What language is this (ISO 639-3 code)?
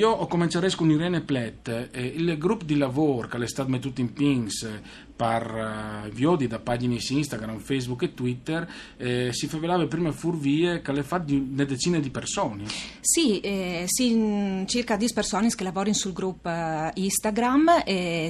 fur